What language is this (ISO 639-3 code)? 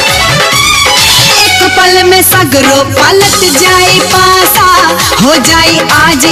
bho